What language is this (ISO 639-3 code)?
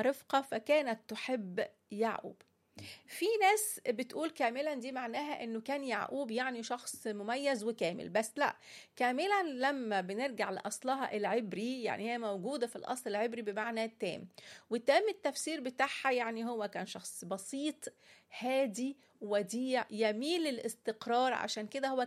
arz